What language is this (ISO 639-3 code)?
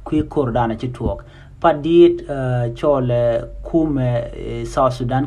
nus